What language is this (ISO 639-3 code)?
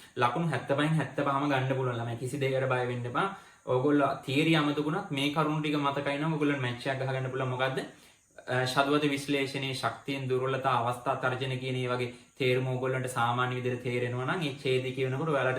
sin